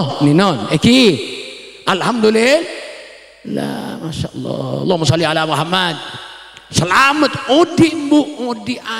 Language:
Madurese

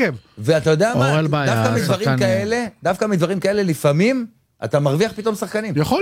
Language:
Hebrew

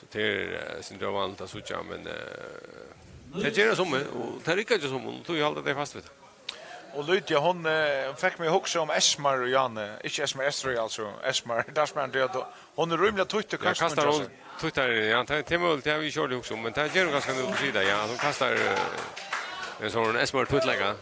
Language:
Faroese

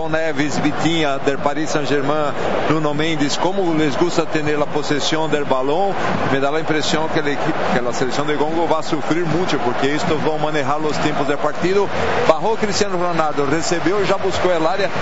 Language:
Spanish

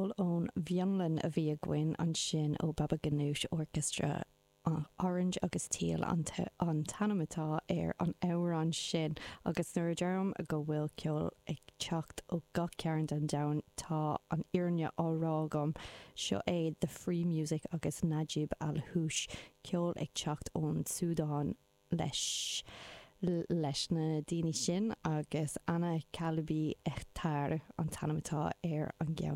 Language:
Irish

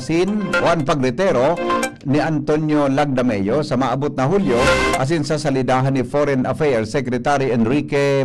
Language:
Bikol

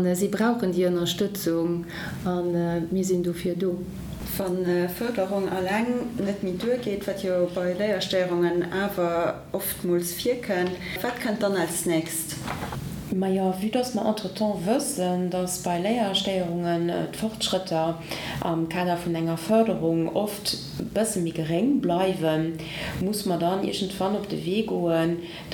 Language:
Luxembourgish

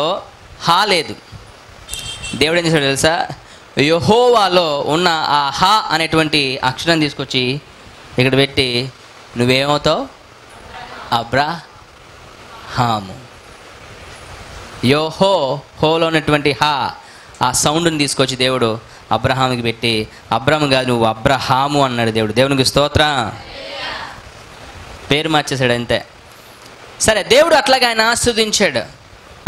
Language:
Telugu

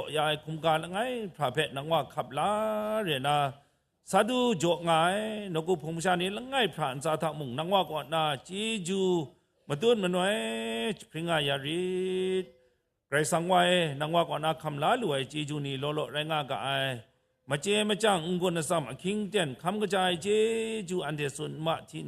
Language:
Kachin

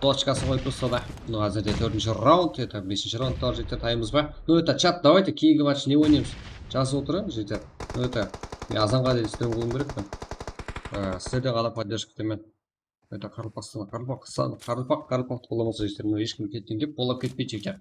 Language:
Kara-Kalpak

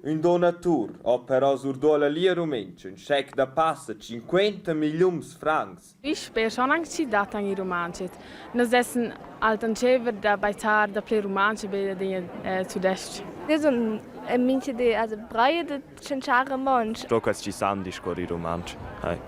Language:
Romansh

